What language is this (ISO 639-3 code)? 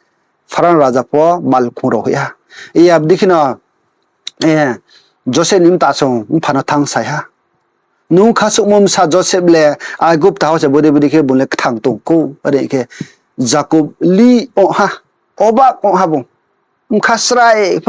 ria